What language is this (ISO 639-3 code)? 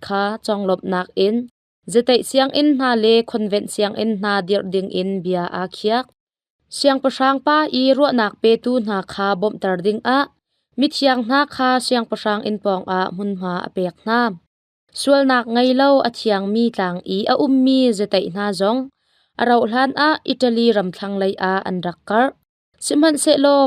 cnh